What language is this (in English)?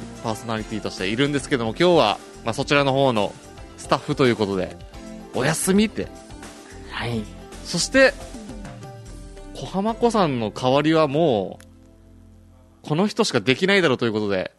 Japanese